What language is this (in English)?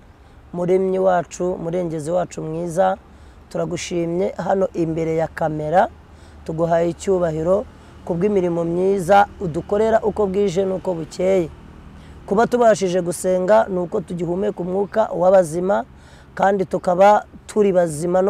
Kinyarwanda